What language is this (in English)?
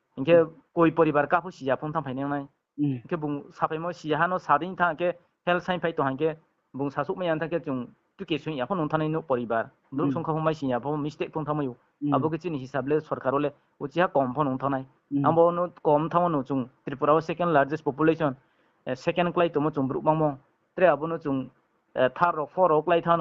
Riang (India)